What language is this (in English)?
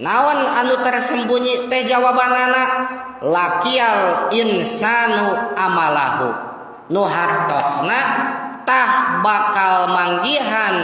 Sundanese